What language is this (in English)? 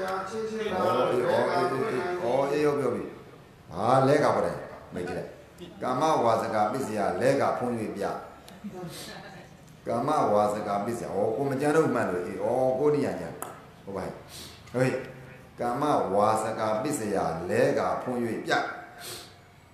Burmese